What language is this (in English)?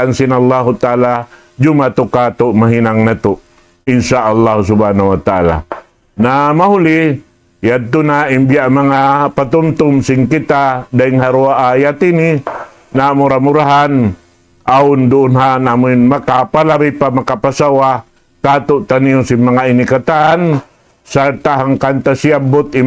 Tausug